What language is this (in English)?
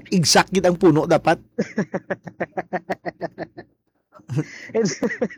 Hiligaynon